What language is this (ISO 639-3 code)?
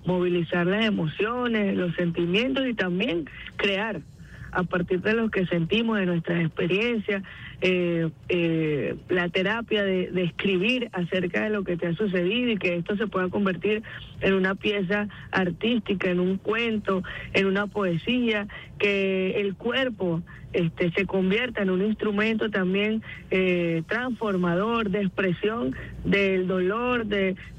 spa